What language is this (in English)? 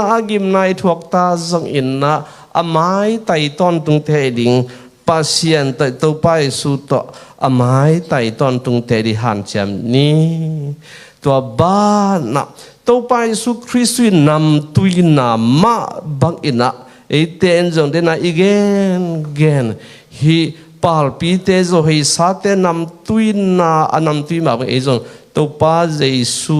Tedim Chin